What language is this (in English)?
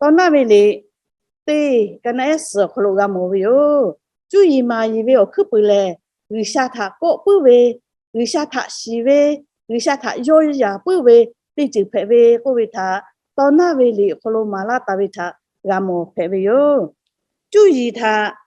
Lahu